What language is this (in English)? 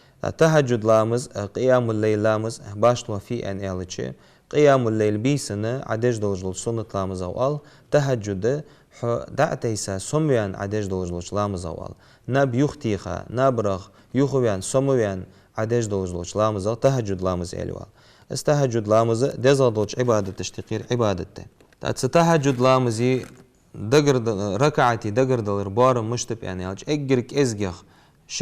Ingush